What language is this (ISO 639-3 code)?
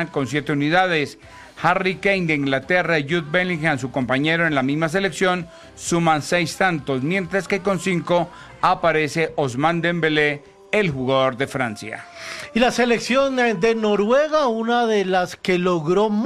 spa